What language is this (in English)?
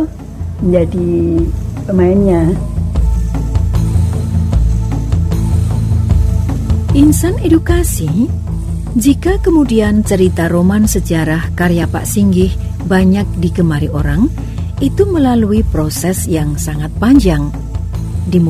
Indonesian